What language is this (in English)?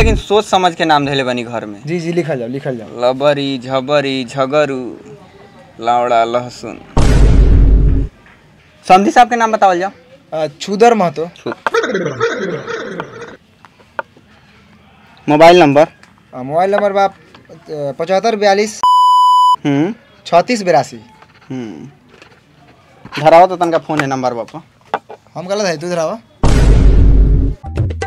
Bhojpuri